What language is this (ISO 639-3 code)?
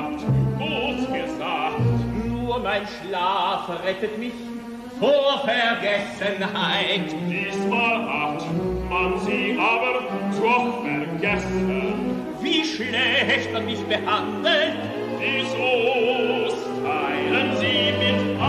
deu